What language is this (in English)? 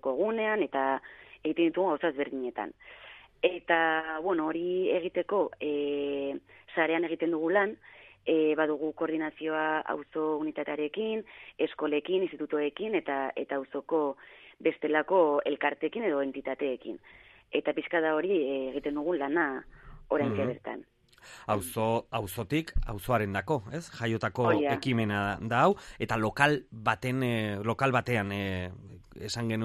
Basque